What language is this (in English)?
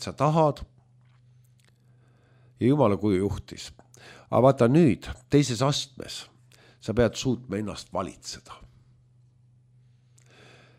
Estonian